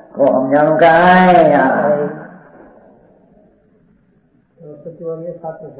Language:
Gujarati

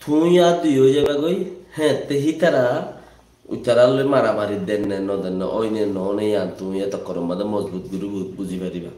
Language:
Rohingya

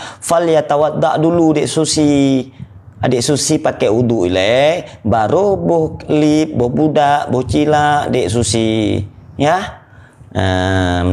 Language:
Achinese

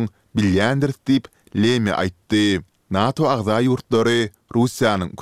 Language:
Turkmen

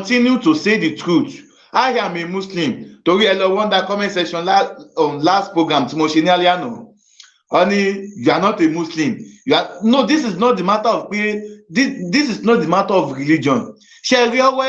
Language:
Yoruba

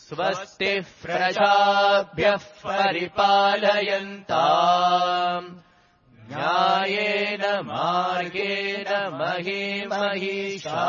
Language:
Sanskrit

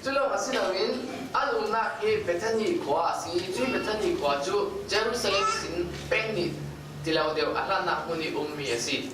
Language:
Falam Chin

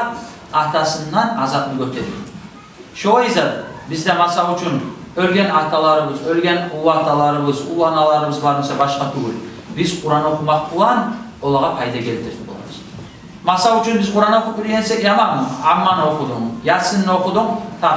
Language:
Kumyk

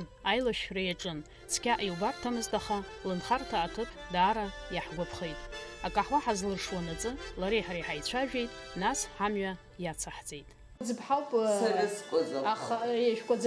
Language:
Abkhazian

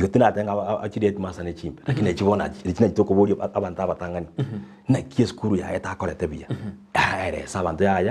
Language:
Gusii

